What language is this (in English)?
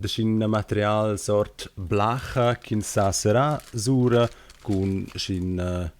Romansh